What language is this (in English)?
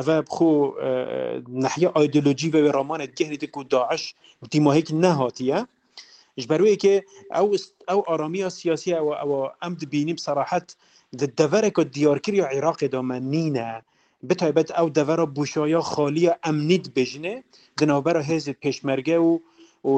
Kurdish